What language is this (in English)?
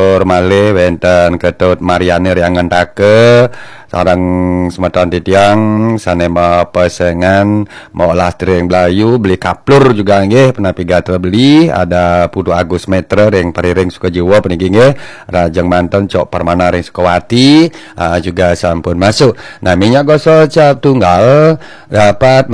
Balinese